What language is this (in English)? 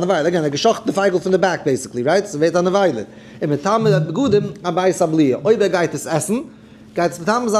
Yiddish